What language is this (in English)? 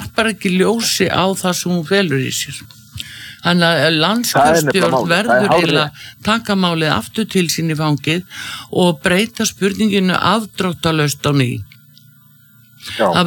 Icelandic